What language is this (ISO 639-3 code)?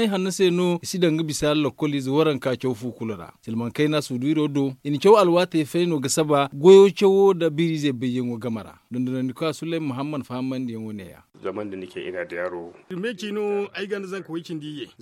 dje